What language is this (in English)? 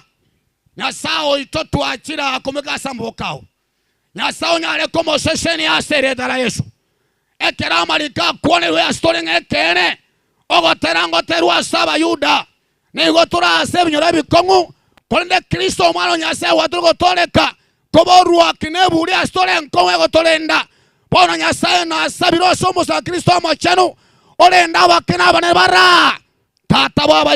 Gusii